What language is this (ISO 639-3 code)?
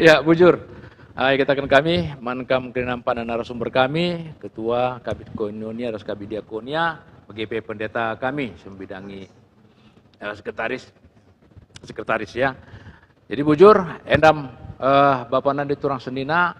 btx